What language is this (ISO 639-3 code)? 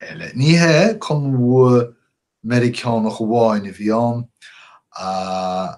gle